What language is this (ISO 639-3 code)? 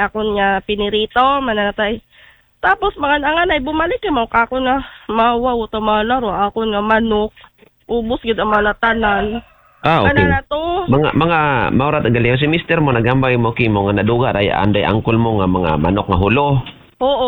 akl